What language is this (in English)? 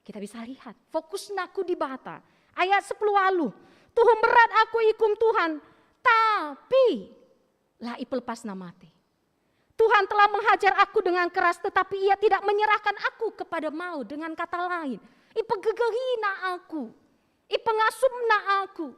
Batak Karo